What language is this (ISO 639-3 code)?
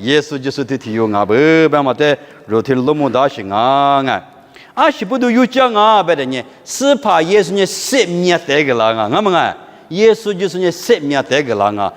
lis